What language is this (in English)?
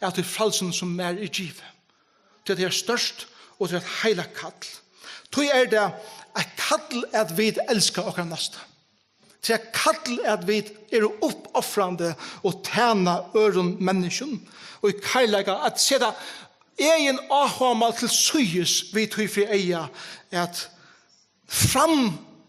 Faroese